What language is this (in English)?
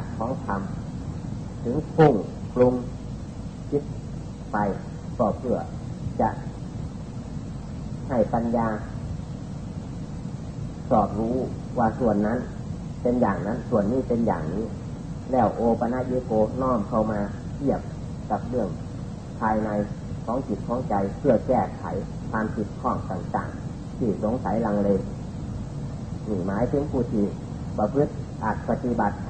Thai